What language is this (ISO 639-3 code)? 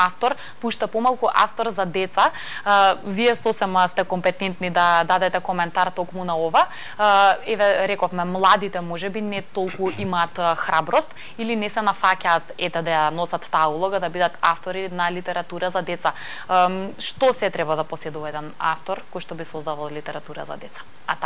mkd